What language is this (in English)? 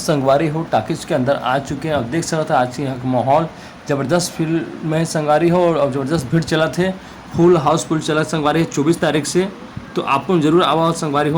Chhattisgarhi